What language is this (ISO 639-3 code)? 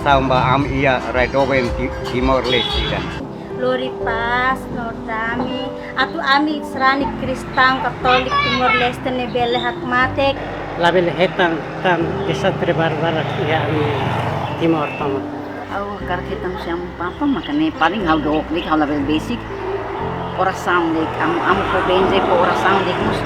tet